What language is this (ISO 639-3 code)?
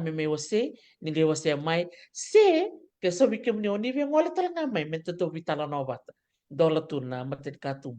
fij